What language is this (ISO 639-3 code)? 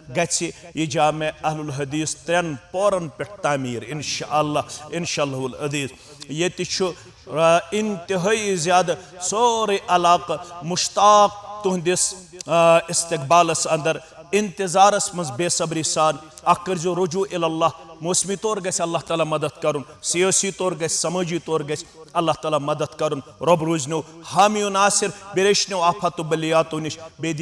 kas